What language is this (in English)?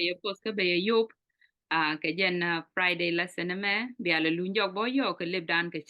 Nuer